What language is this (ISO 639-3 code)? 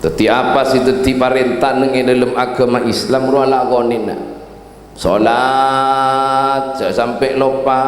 mad